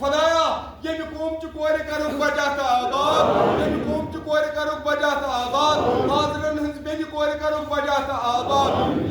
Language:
Kashmiri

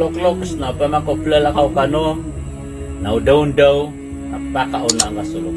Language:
Maranao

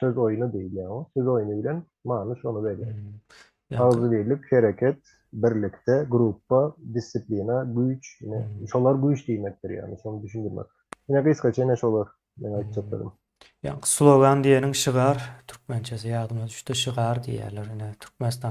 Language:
Turkmen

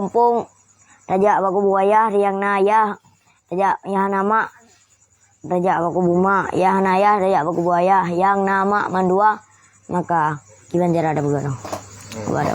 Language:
Achinese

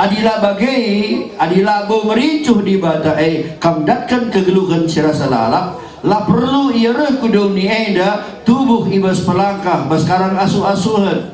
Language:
Batak Karo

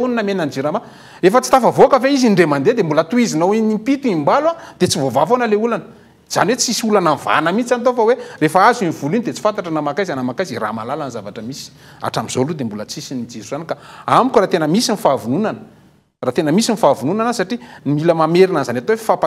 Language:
Malagasy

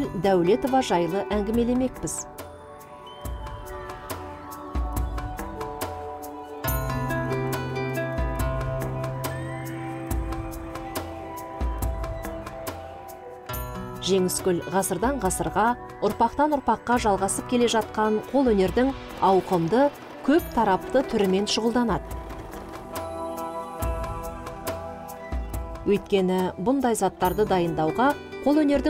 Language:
Kazakh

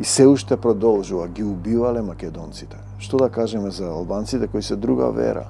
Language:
Macedonian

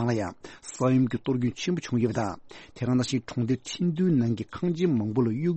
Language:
Tibetan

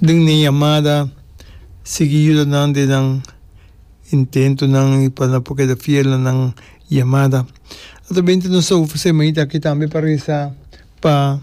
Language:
Papiamento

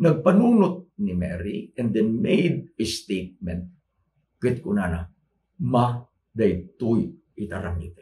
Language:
Iloko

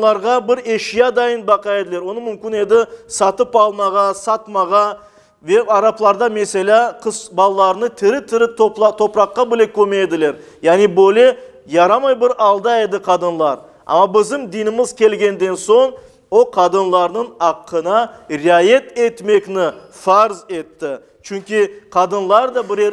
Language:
Crimean Tatar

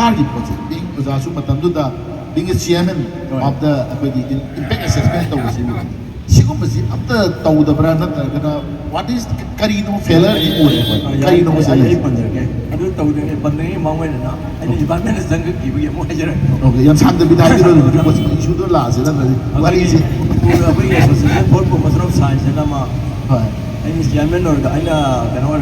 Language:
Manipuri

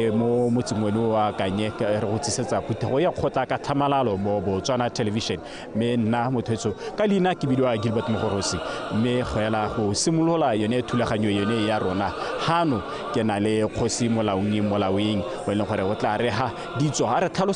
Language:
Tswana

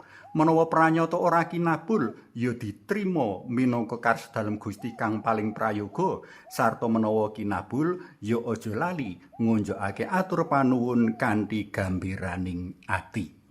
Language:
Javanese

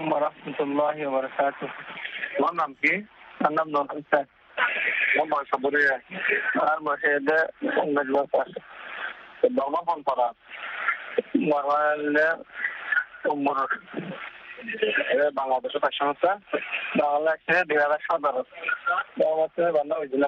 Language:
Bangla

